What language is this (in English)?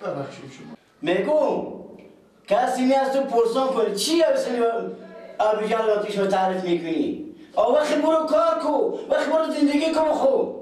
Persian